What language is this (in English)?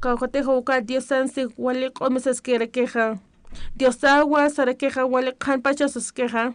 Aymara